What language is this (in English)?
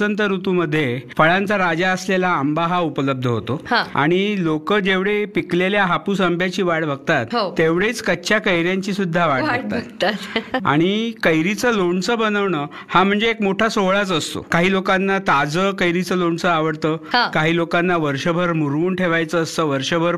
Marathi